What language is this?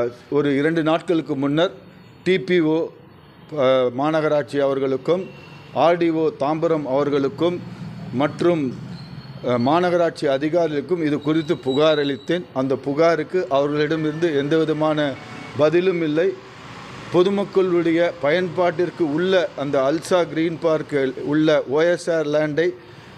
Tamil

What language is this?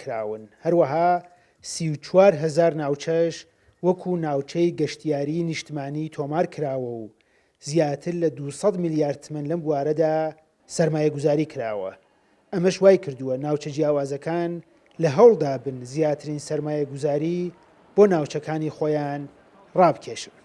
Central Kurdish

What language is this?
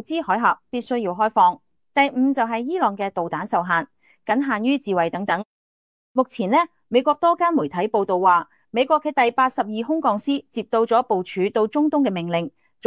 Cantonese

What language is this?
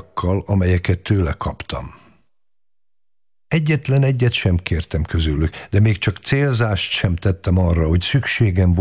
Hungarian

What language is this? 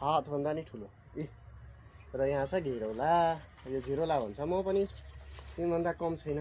Nepali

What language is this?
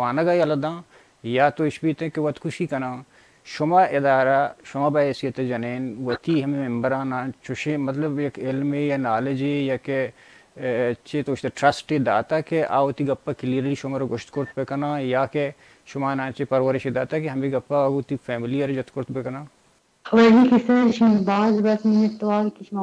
Baluchi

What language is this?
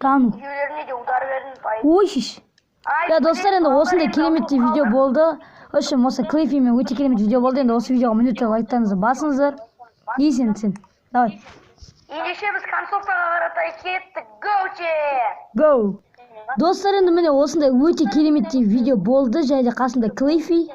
Kazakh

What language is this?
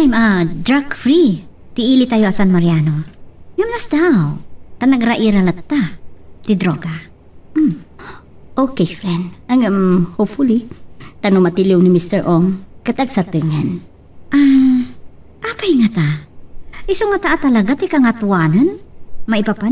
Iloko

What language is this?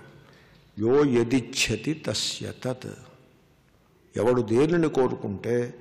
Telugu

